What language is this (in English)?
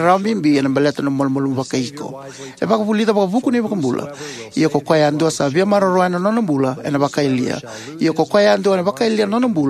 Fijian